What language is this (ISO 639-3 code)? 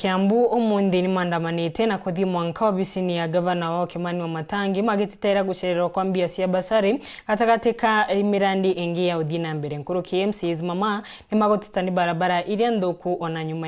mer